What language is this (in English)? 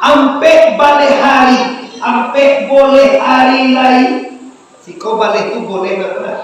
Minangkabau